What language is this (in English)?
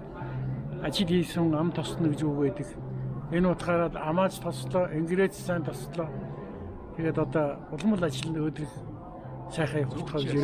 Mongolian